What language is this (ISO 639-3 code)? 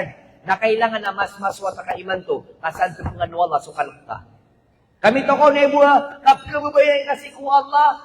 mrw